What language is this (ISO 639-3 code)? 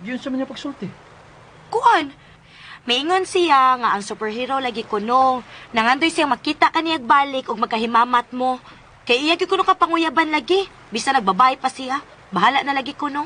ceb